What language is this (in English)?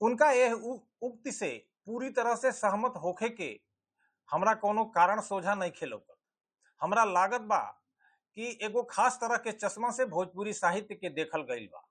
Bhojpuri